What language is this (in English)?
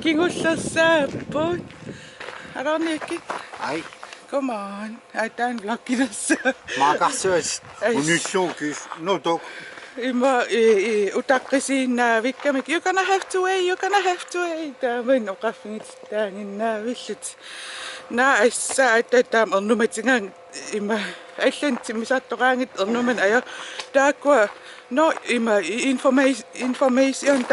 Kalaallisut